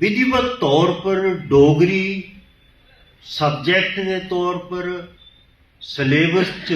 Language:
Dogri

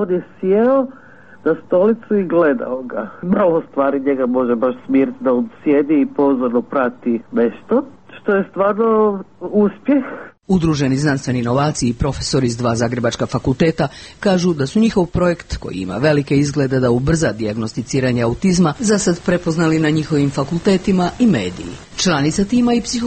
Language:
Croatian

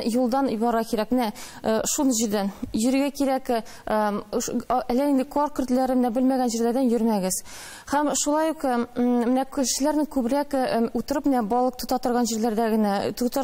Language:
Tatar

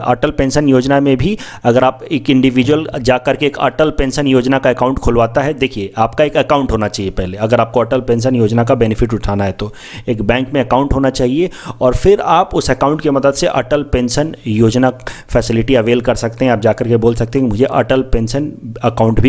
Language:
Hindi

